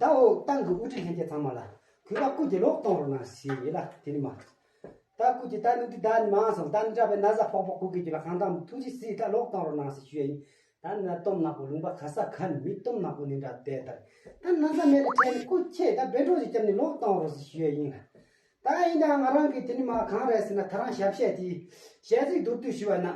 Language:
Tibetan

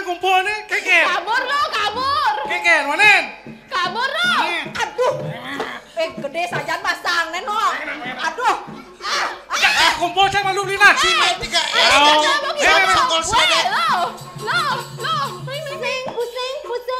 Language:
Balinese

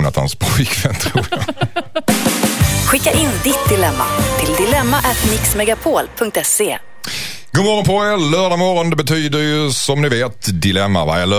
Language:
Swedish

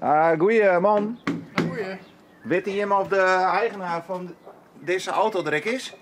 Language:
Western Frisian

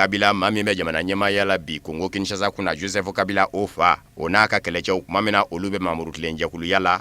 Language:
Bambara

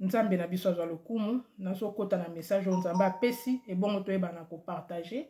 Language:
Lingala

